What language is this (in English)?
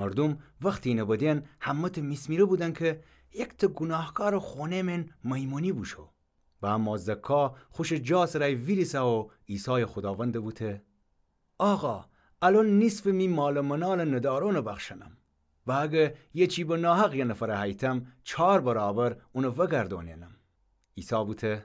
Gilaki